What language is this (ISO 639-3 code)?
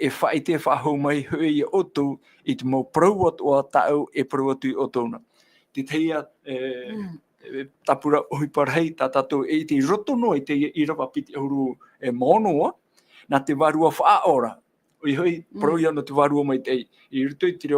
tah